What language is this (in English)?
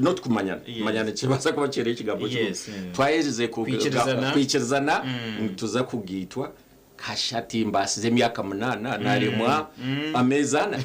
Nyankole